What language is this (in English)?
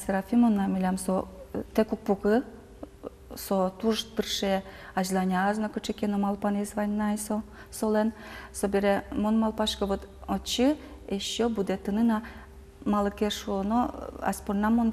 Udmurt